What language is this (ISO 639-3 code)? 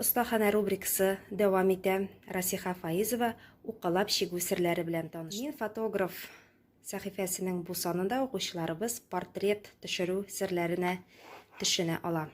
tat